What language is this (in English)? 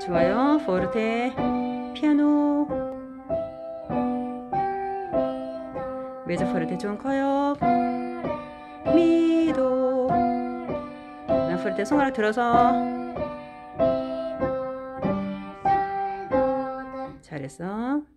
Korean